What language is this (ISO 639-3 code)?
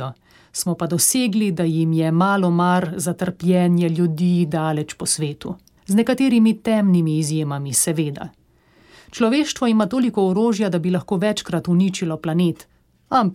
slv